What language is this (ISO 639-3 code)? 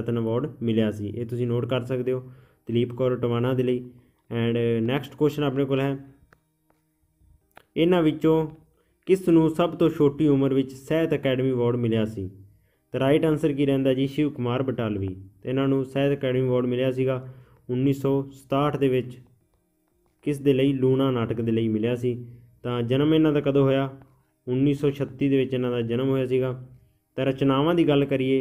pan